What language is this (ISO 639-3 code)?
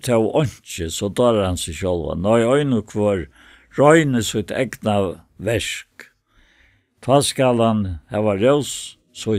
fao